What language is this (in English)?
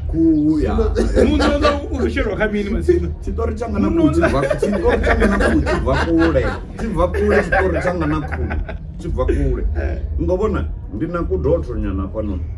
Venda